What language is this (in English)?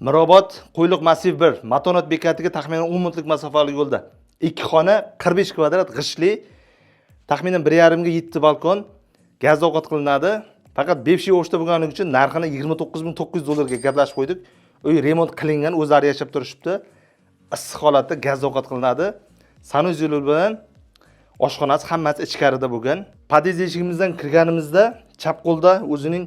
Uzbek